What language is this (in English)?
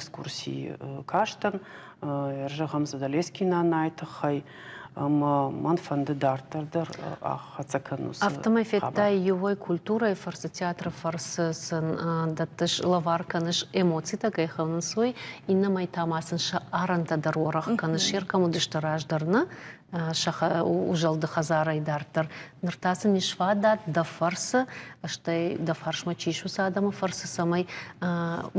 Ossetic